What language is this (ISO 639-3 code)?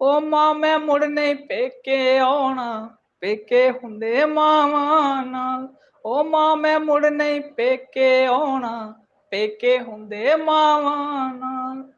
doi